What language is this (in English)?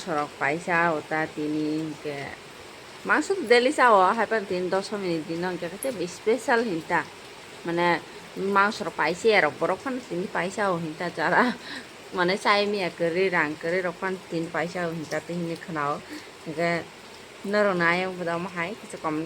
Kok Borok